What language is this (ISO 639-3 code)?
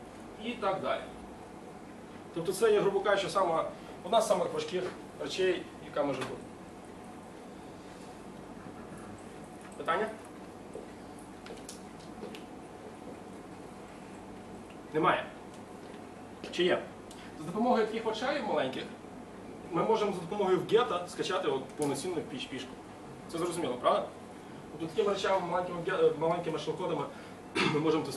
ukr